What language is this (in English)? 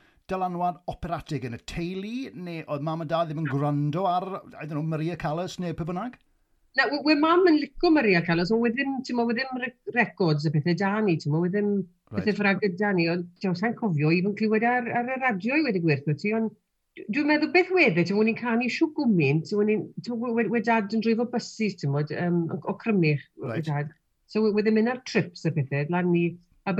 Welsh